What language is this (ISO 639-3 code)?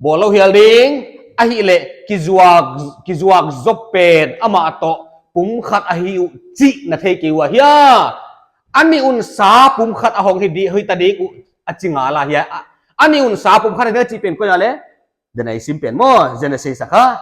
pck